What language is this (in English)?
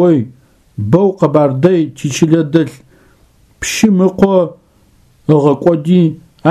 Adyghe